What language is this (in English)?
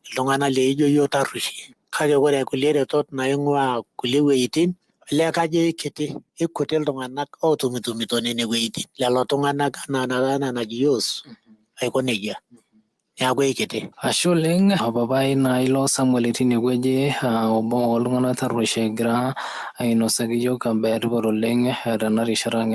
Masai